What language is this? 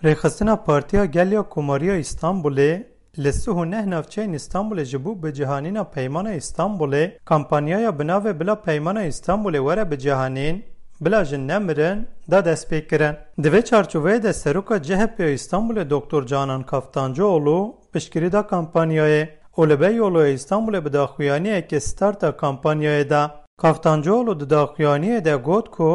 Kurdish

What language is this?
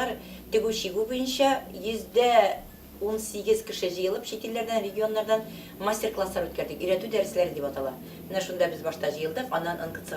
Tatar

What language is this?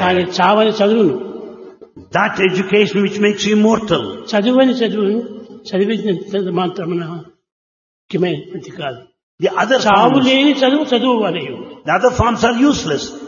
Telugu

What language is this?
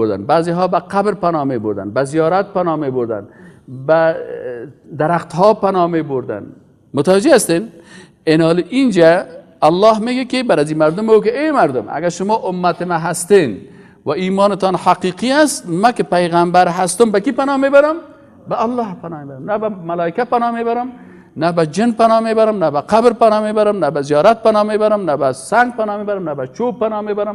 Persian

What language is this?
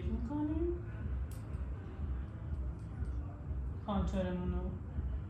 Persian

